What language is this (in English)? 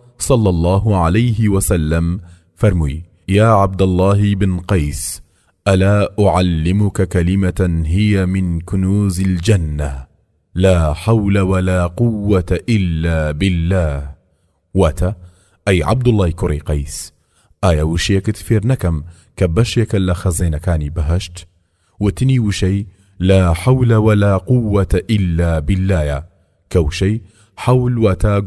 Central Kurdish